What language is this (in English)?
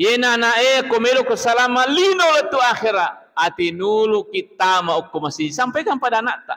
Buginese